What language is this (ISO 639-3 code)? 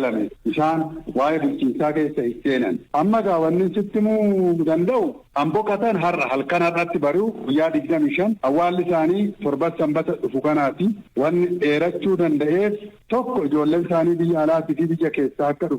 orm